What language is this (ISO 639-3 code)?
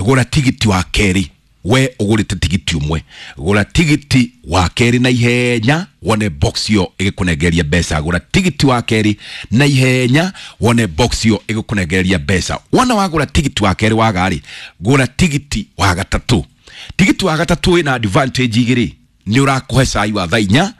kik